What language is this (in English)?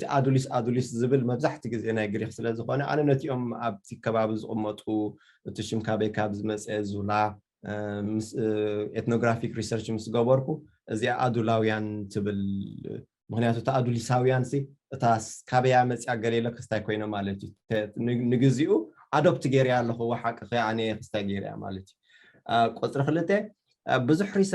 Tigrinya